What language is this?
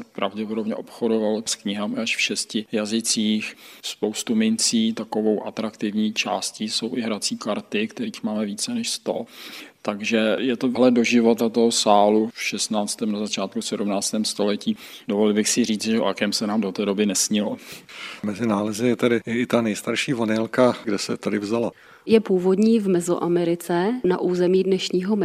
Czech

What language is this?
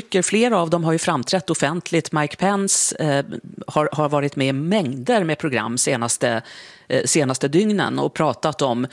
Swedish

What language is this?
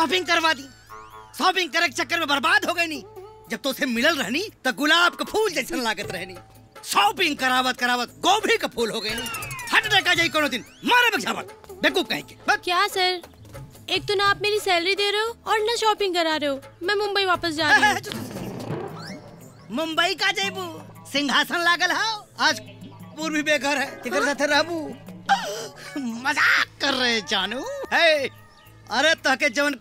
Bhojpuri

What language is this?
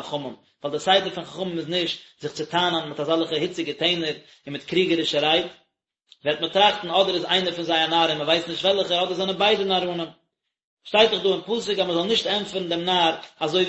Yiddish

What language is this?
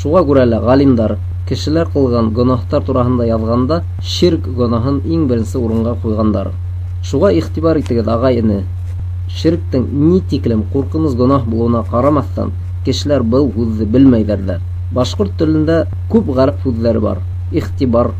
Bashkir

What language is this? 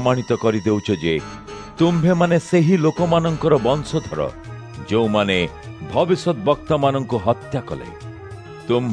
Odia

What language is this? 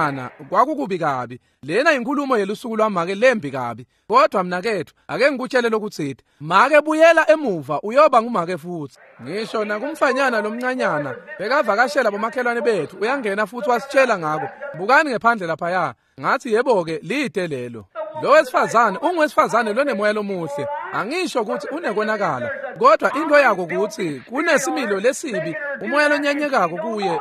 Swati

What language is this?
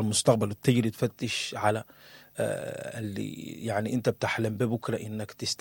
Sudanese Arabic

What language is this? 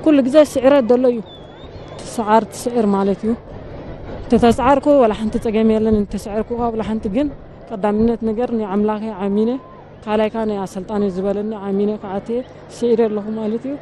Tigrinya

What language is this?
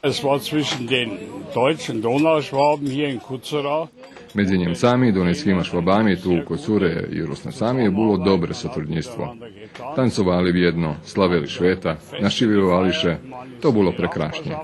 Rusyn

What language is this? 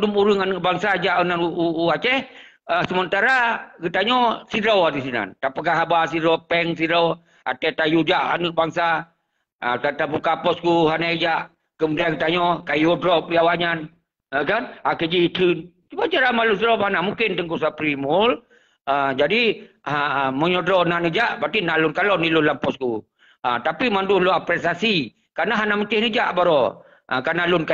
Achinese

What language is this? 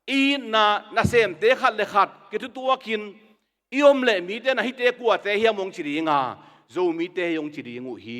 Tedim Chin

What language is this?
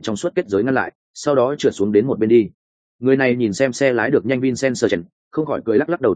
Vietnamese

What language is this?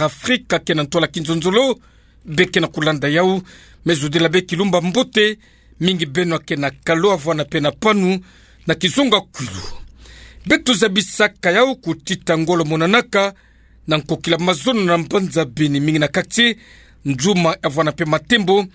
Kituba (Democratic Republic of Congo)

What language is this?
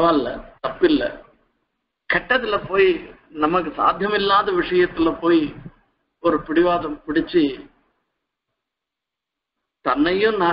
Tamil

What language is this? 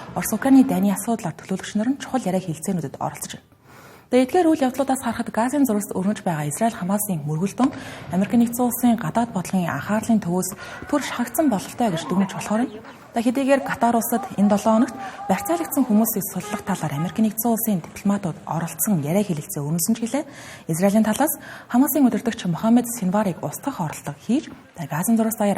Mongolian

